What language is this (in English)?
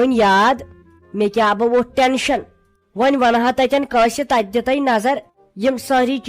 Kashmiri